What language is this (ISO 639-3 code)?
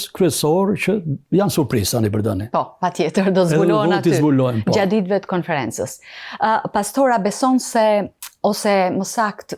sqi